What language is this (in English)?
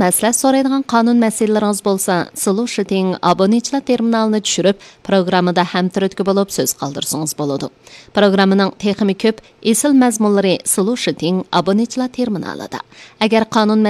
Uyghur